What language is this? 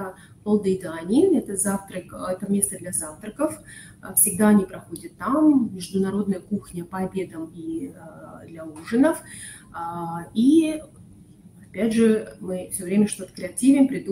Russian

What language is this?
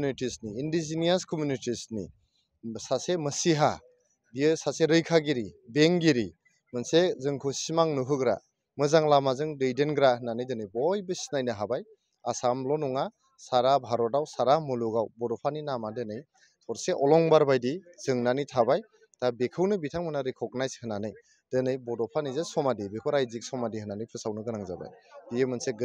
Bodo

